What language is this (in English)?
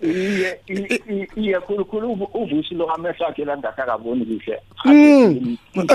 South Ndebele